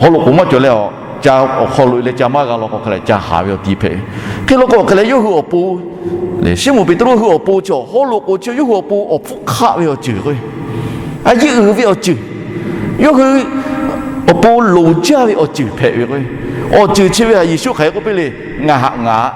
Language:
Lahu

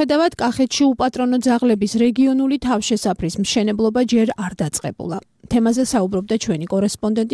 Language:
Georgian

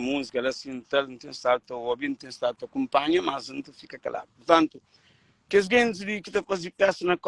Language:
Kabuverdianu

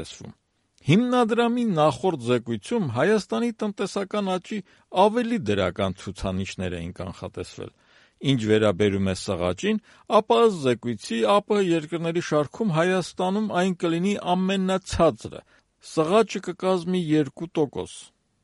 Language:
Armenian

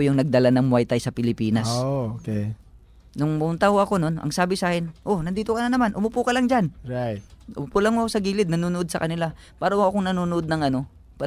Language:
Filipino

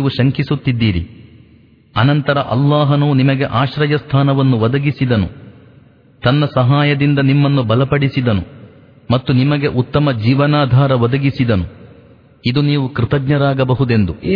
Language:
Kannada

